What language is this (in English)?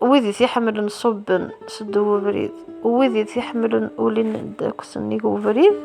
Kabyle